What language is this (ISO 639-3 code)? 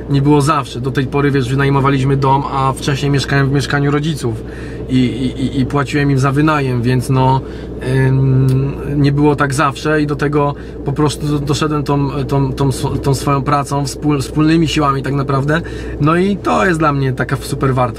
pol